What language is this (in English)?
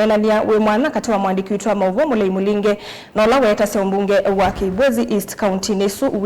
Kamba